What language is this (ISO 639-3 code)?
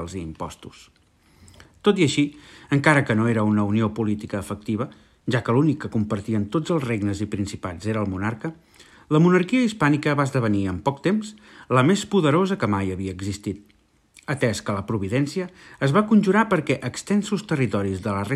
cat